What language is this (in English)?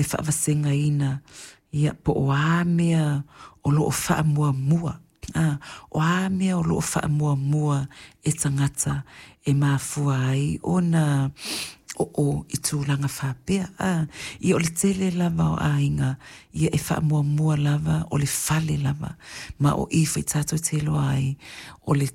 Samoan